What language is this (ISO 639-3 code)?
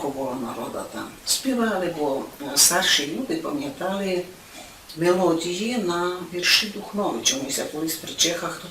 rue